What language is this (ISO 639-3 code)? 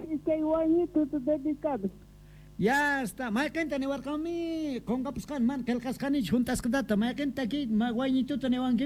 quh